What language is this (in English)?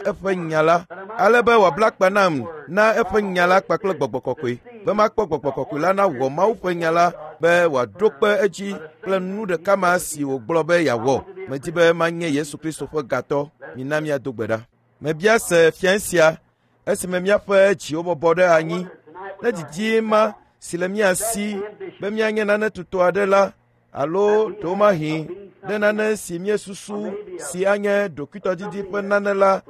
Ewe